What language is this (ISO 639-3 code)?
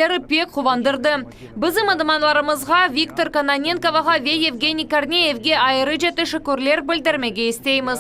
crh